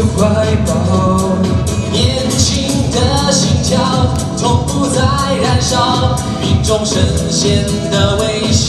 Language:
Chinese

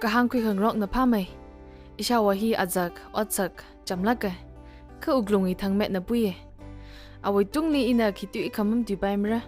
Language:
Tangkhul Naga (India)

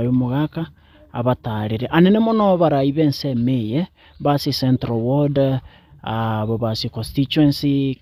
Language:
Gusii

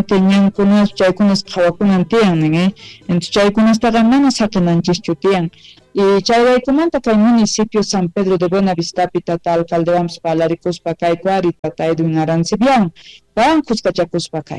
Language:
South Bolivian Quechua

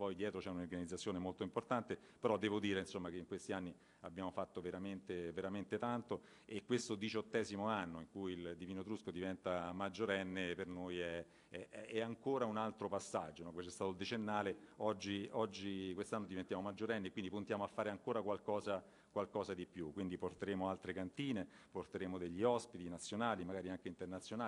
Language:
Italian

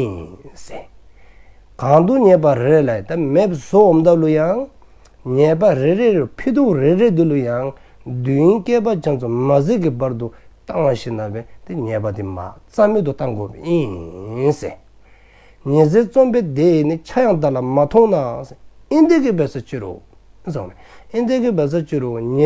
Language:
Dzongkha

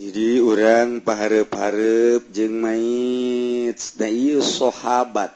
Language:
Sundanese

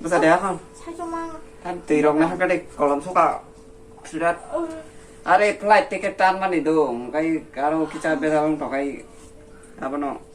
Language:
Kok Borok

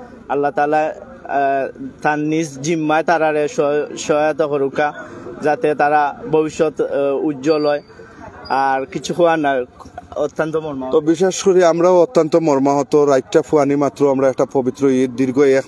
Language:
Sylheti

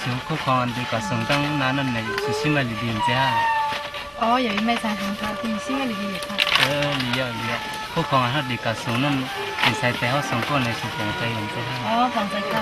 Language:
Shan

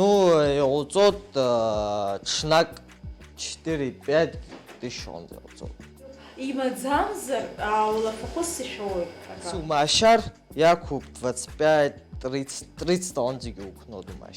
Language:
Abkhazian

